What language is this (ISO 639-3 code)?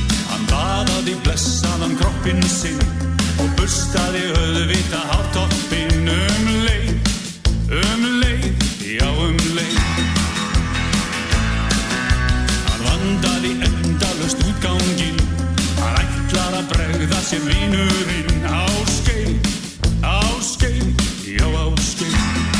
isl